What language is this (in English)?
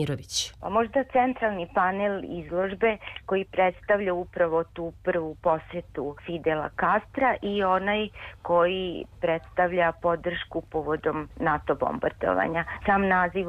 Serbian